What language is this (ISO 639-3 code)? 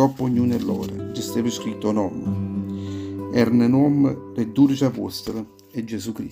nap